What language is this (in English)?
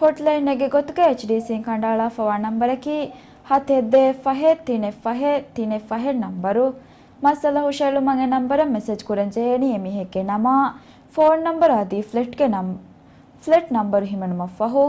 Divehi